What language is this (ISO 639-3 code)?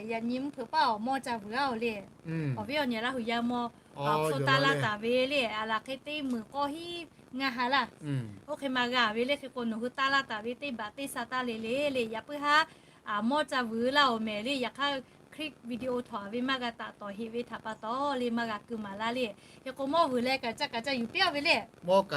lhu